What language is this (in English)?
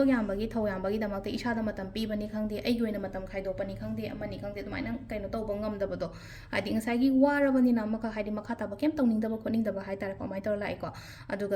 Manipuri